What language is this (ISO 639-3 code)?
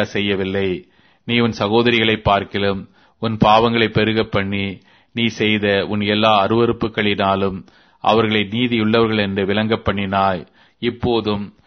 tam